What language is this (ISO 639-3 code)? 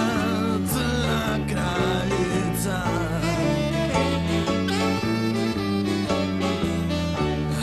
srp